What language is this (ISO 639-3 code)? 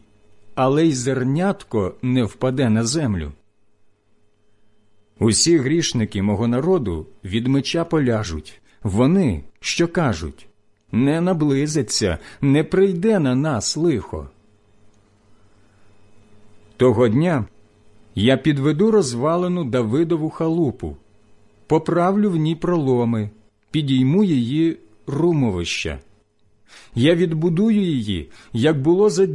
ukr